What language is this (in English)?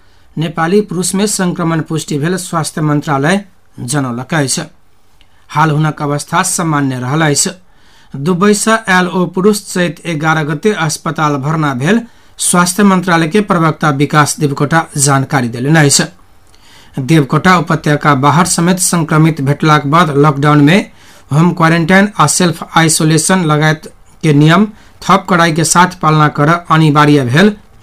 Maithili